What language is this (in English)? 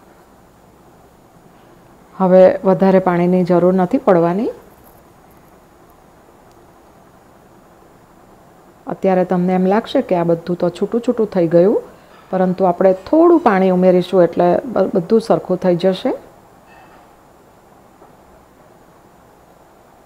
Gujarati